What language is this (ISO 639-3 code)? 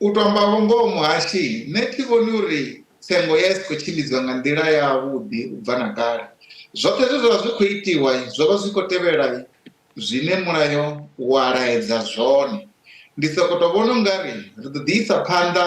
ven